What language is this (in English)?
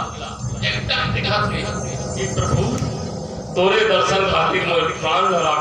Chhattisgarhi